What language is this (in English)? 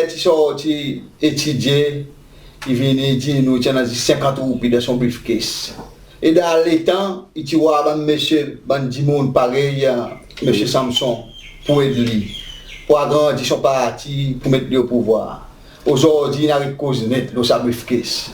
Seselwa Creole French